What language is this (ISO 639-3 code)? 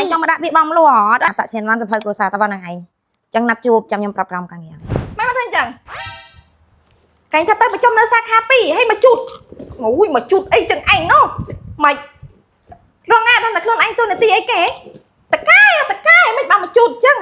khm